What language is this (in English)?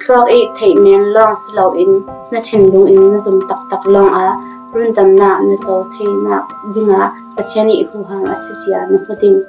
Falam Chin